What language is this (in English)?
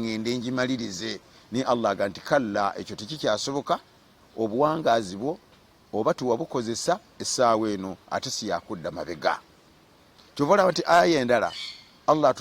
Ganda